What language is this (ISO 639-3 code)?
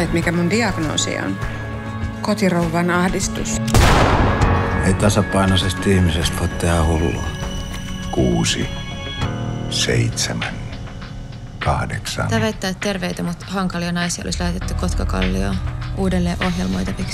fin